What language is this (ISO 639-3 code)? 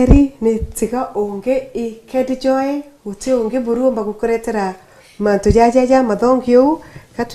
mer